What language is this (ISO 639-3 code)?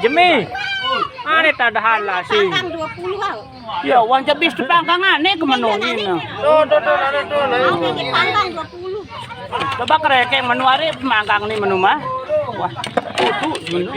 sas